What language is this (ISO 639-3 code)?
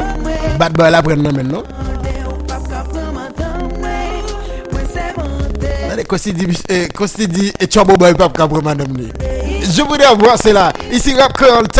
hat